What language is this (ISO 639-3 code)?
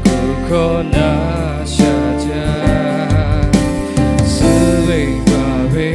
lhu